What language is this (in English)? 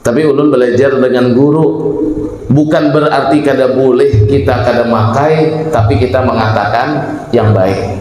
Banjar